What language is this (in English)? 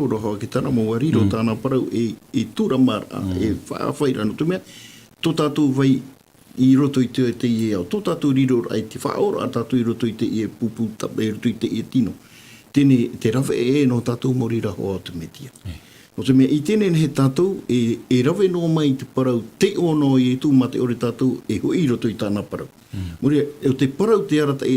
Tahitian